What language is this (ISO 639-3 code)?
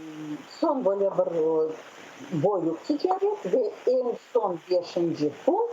crh